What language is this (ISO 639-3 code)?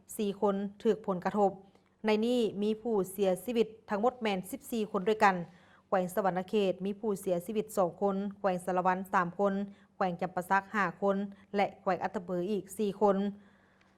lao